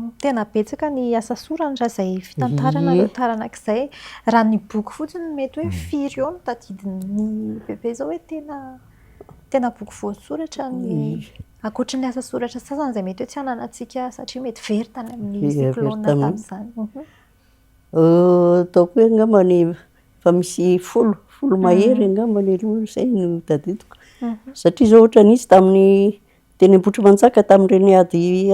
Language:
Malagasy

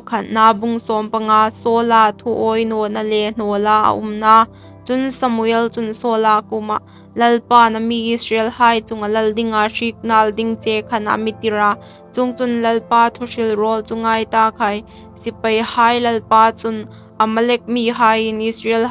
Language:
Hmar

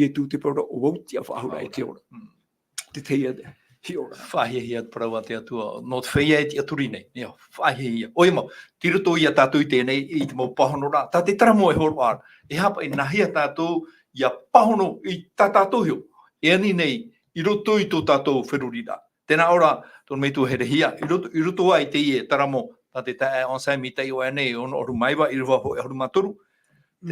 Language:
Tahitian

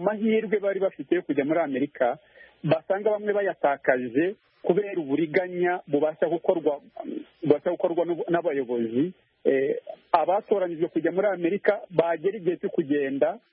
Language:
Kinyarwanda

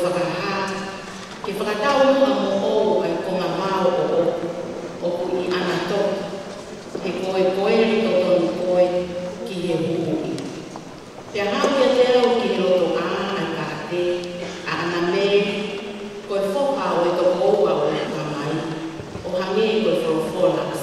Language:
Tongan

